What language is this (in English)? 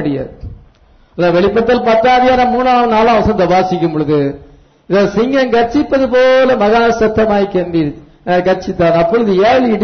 Tamil